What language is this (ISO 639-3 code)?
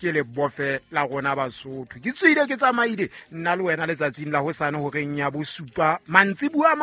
sot